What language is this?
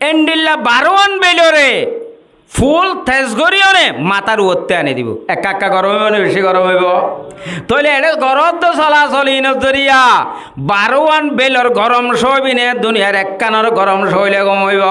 Rohingya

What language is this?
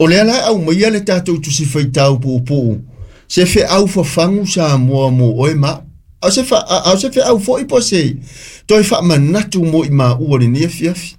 Samoan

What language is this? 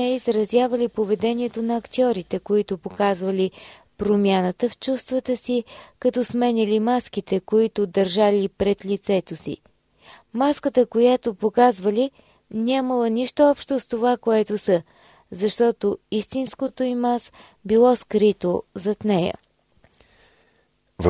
Bulgarian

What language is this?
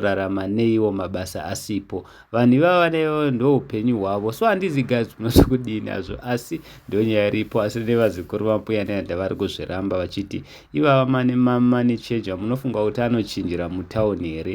Shona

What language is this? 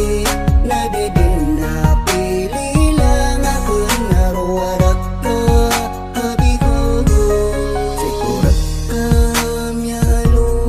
Maranao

